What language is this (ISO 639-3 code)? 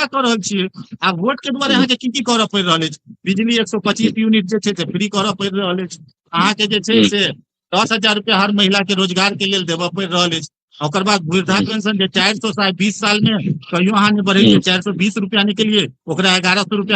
mai